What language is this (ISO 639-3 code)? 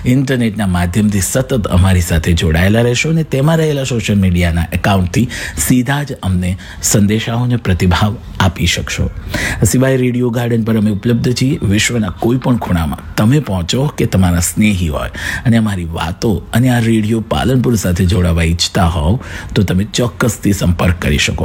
guj